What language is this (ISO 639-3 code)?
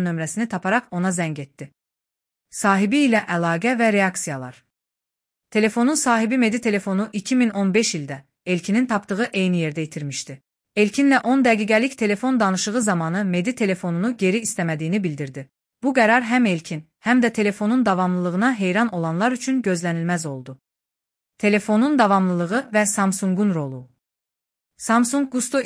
aze